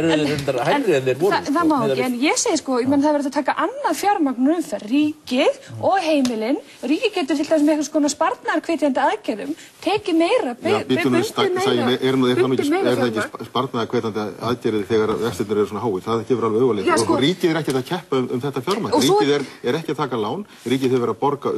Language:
Icelandic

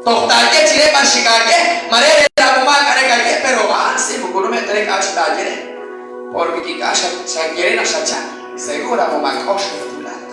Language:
Kekchí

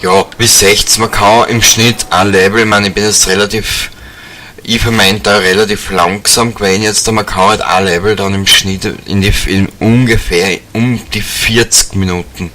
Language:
Bavarian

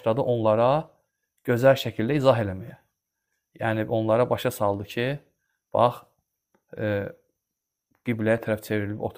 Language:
Azerbaijani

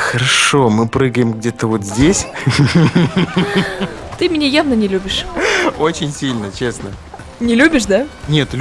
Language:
Russian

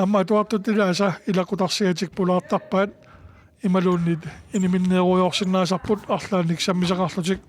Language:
Kalaallisut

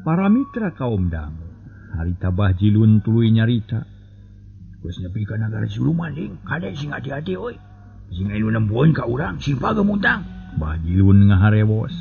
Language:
Sundanese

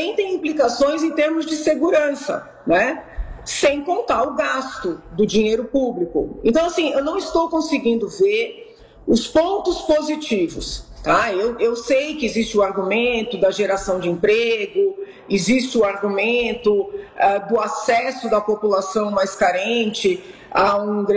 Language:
Portuguese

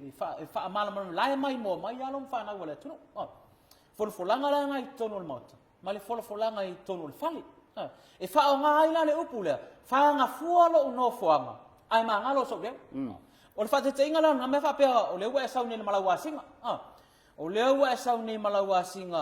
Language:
Samoan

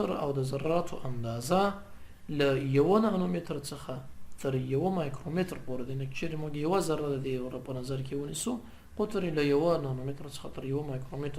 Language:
Pashto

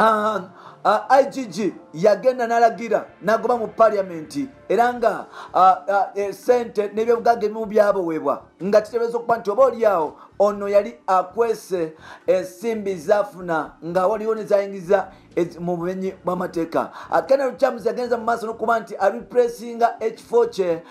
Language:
Ganda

